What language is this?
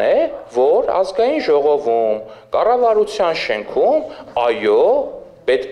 Armenian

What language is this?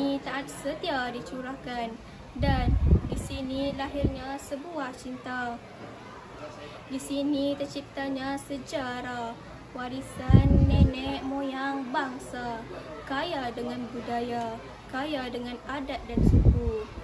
Malay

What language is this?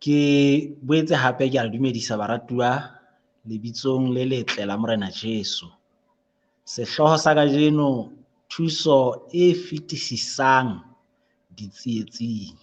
Southern Sotho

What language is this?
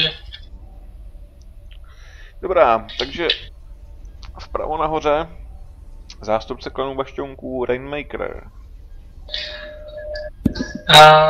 Czech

